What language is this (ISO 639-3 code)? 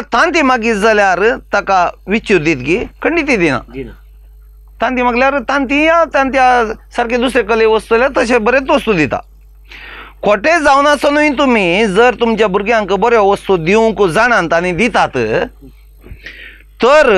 kok